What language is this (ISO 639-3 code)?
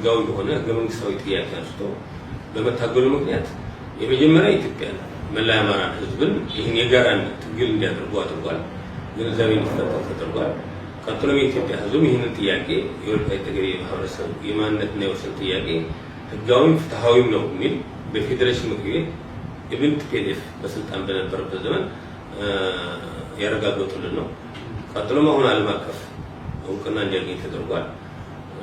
amh